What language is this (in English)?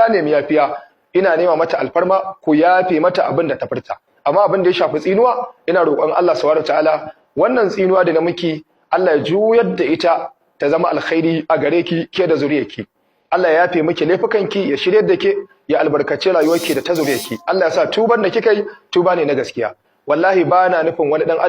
Hausa